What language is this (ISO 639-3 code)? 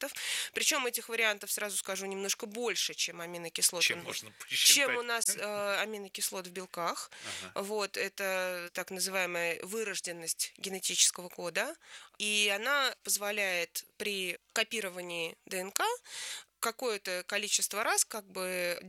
rus